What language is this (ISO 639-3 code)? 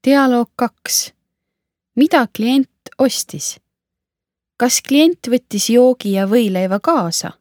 est